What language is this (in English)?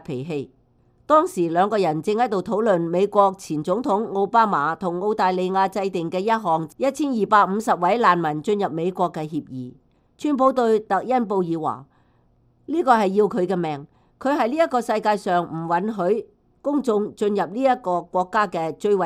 Cantonese